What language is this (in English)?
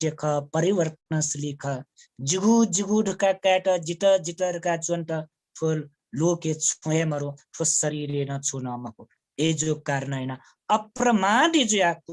Newari